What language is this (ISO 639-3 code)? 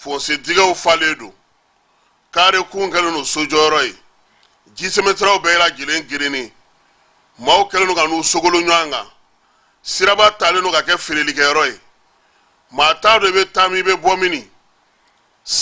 bam